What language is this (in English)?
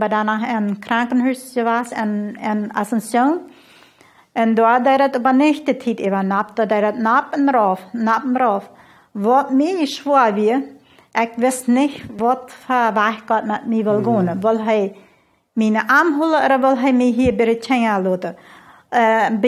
Plautdietsch